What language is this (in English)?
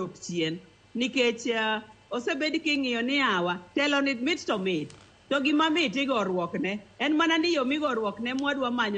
Luo (Kenya and Tanzania)